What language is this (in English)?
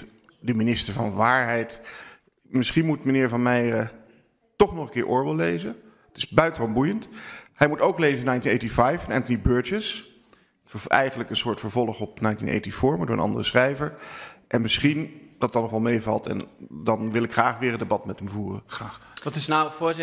Dutch